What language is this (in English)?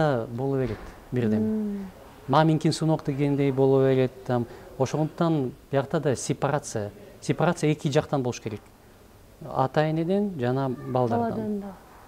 Kyrgyz